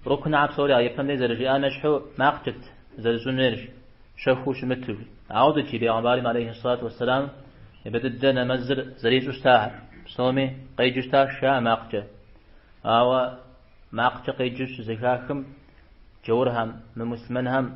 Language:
Kabardian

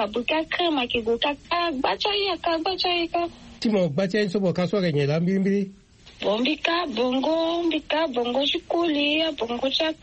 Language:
Sango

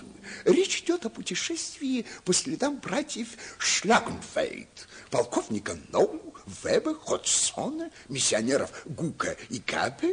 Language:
Russian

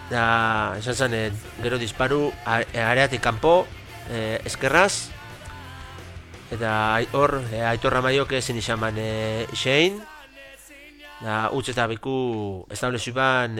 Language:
Basque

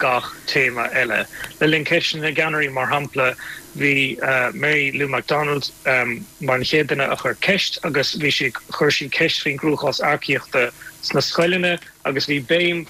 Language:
Irish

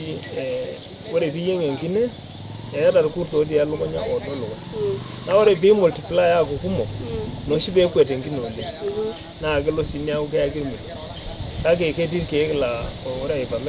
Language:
Masai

